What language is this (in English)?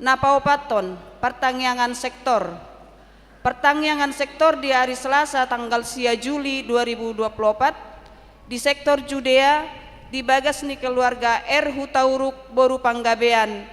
Batak Toba